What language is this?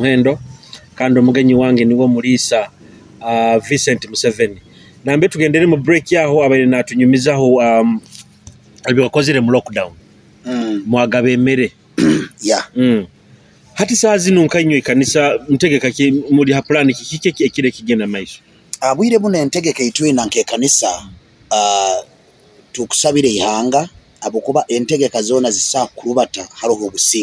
Nyoro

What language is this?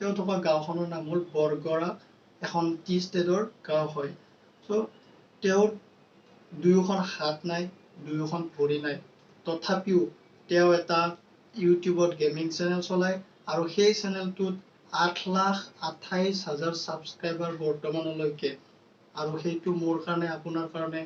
Assamese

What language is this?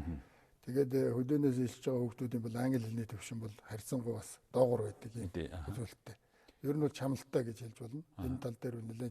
Mongolian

